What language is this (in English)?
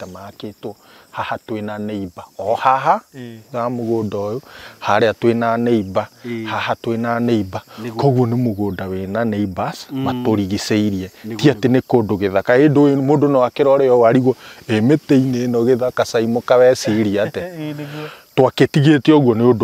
Kikuyu